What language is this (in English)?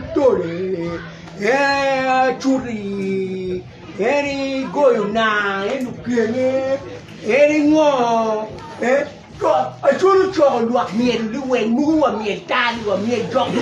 Acoli